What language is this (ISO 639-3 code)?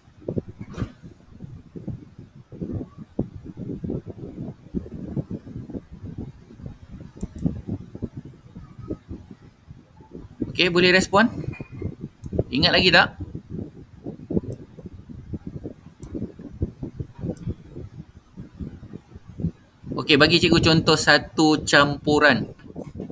msa